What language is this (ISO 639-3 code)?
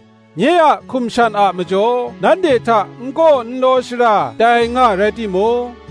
kac